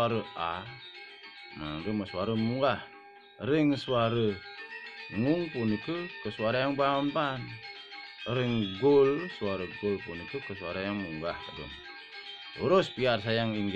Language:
Balinese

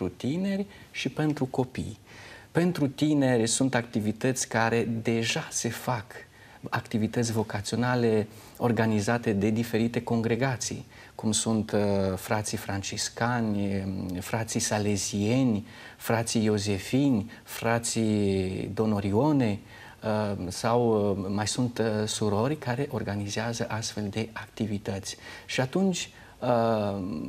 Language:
Romanian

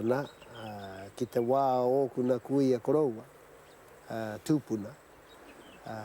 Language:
Māori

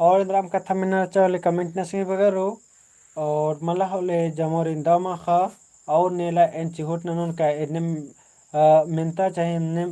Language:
Kurukh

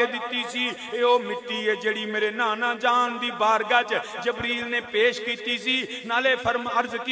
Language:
Western Panjabi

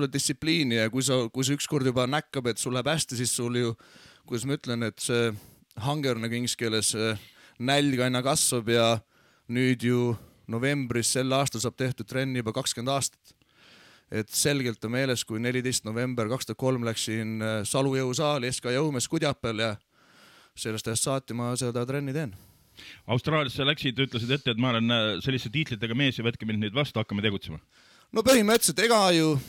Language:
Estonian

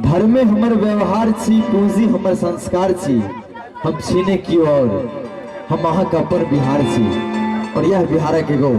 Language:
Maithili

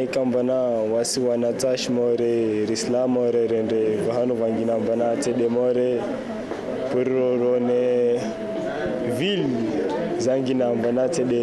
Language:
Comorian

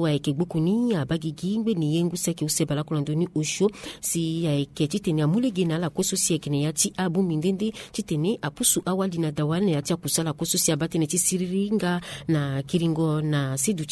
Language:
Sango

